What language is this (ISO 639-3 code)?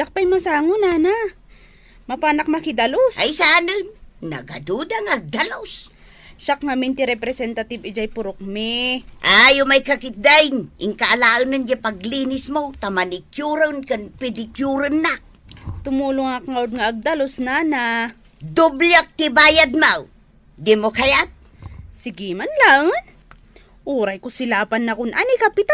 ilo